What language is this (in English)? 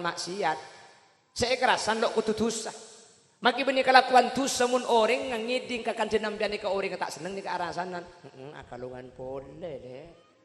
Madurese